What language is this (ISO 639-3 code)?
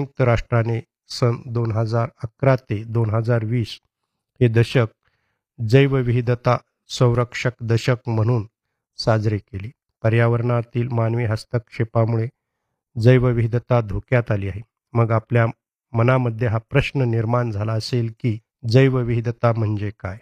mar